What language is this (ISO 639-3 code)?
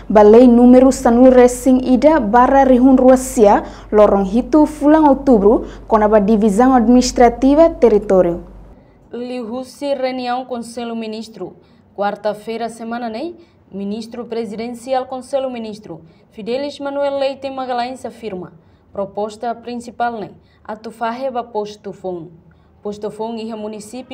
tet